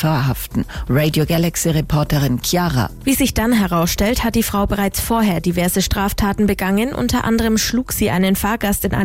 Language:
German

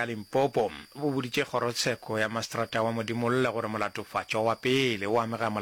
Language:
Northern Sotho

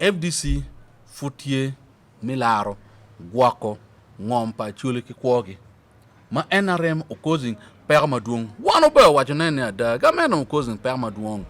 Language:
Acoli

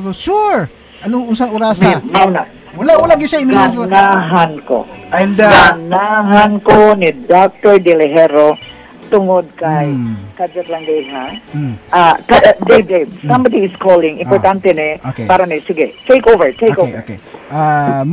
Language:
Cebuano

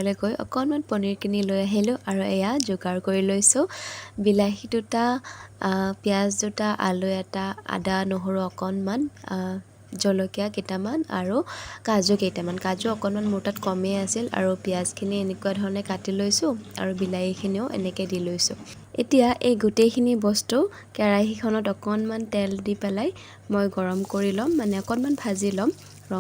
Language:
Assamese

